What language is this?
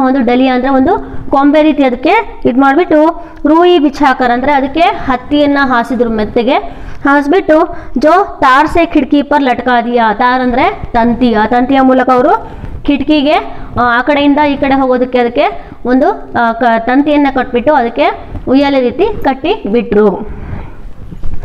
Kannada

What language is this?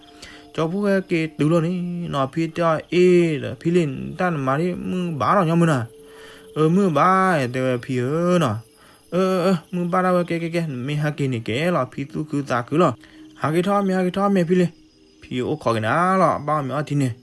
S'gaw Karen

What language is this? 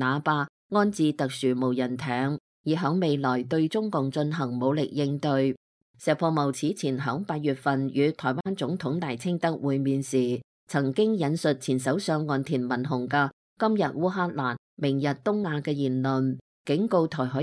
Cantonese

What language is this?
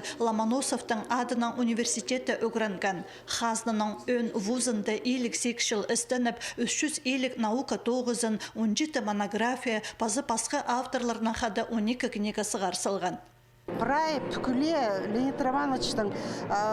Khakas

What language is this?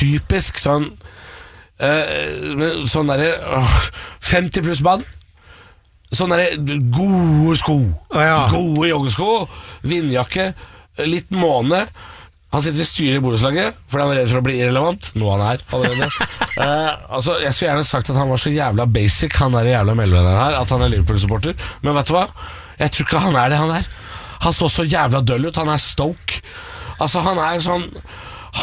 Norwegian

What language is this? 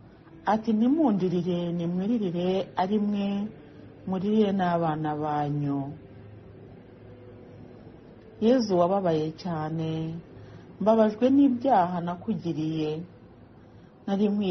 Kinyarwanda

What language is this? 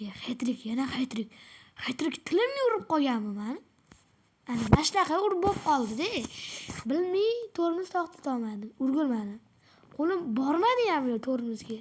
Uzbek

